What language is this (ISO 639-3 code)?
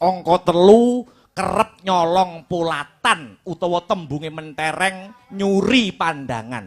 jav